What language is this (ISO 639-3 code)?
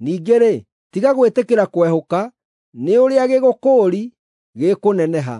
kik